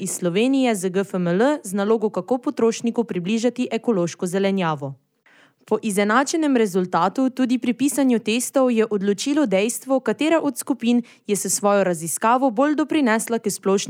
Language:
Slovenian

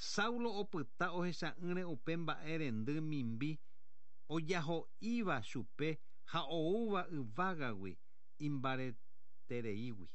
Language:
Guarani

